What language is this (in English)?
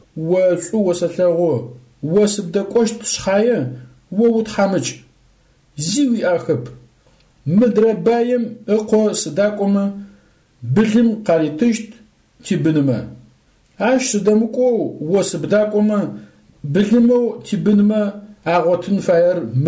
Adyghe